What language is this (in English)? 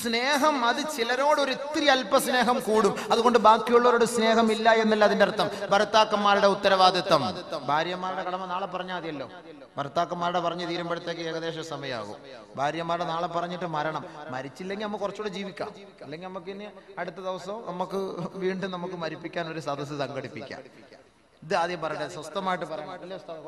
Malayalam